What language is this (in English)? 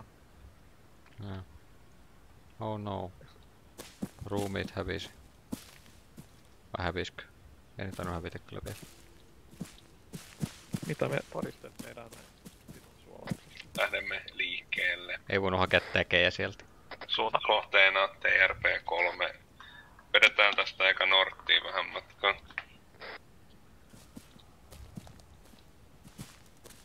Finnish